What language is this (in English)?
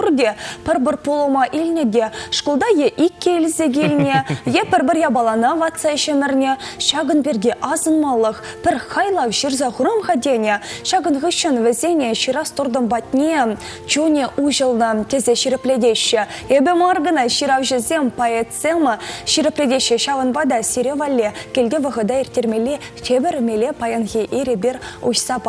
Chuvash